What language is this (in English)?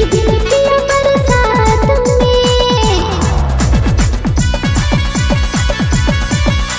Sadri